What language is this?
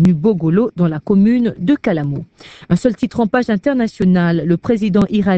French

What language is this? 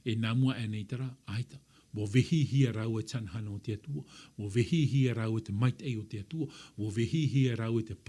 Tahitian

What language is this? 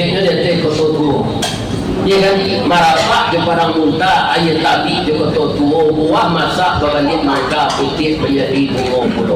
Minangkabau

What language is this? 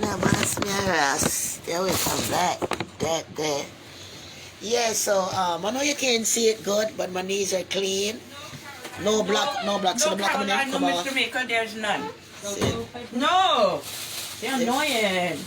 Jamaican Creole English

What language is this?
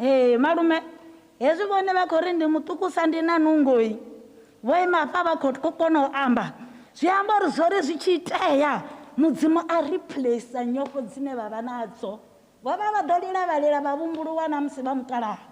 Venda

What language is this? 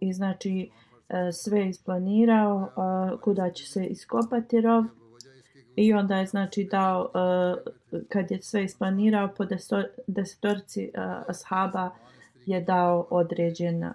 Bosnian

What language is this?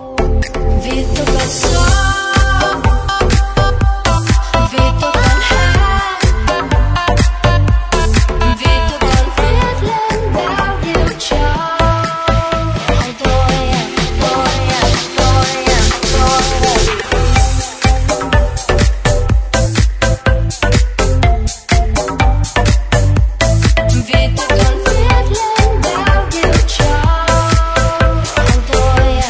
Vietnamese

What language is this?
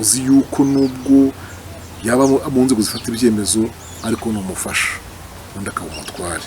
Kinyarwanda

